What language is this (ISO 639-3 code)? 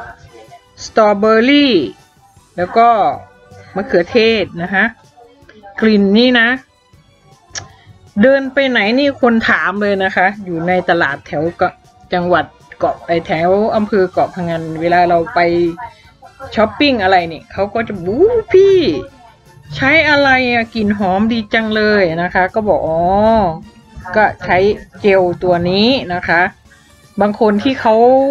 tha